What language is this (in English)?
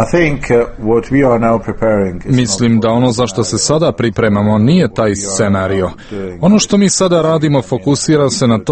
Croatian